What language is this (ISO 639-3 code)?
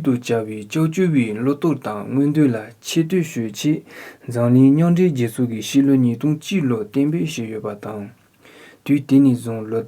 bod